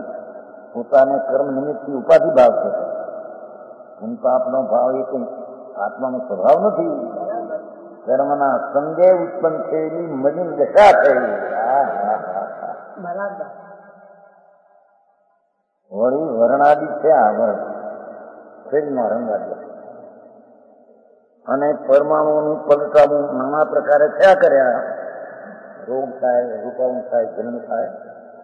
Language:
Gujarati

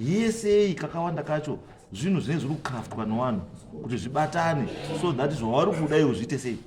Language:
Shona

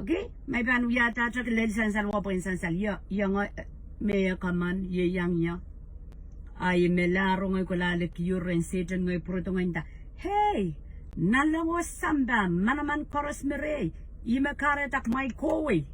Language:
Pohnpeian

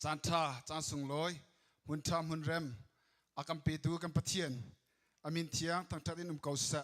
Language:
Hakha Chin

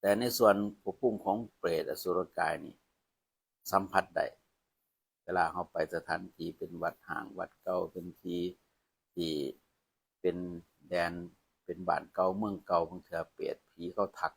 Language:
Northeastern Thai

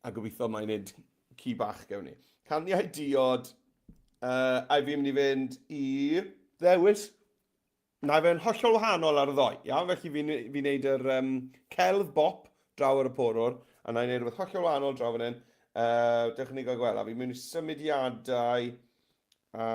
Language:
Welsh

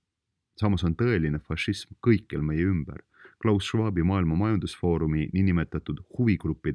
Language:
Estonian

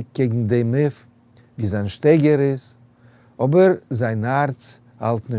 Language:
Yiddish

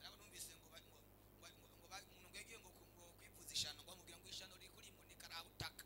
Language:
Rundi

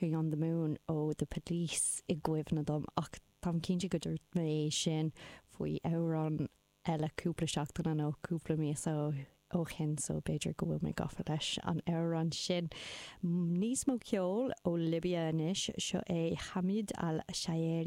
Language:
Irish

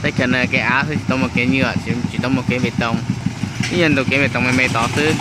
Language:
Hmong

